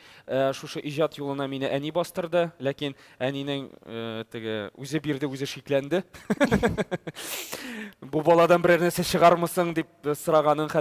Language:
Tatar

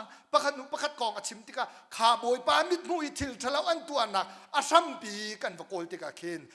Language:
Hakha Chin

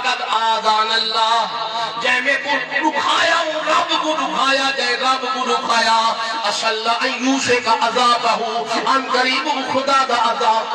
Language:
Saraiki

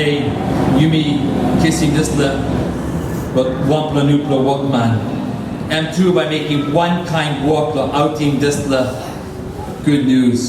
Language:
Tok Pisin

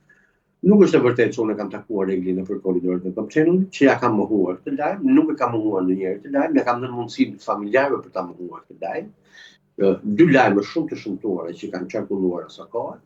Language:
Albanian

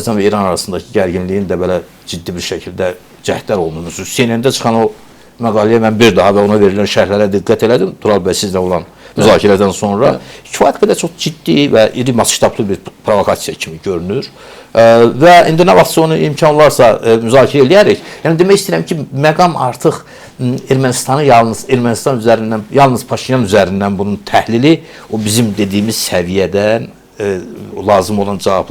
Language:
Azerbaijani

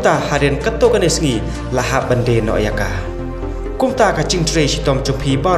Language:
Khasi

